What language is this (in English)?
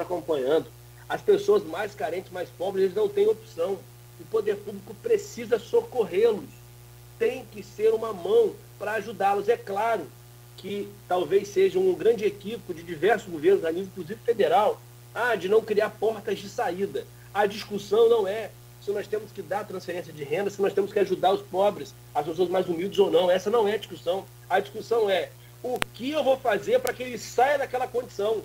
Portuguese